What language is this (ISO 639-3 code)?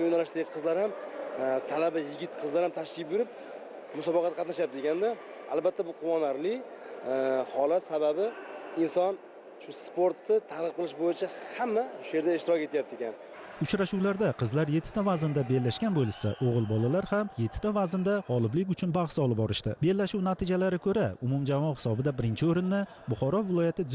uzb